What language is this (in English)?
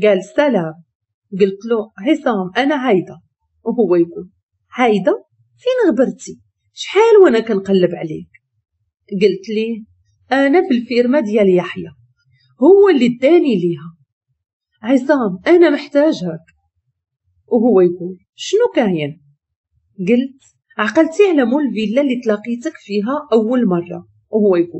Moroccan Arabic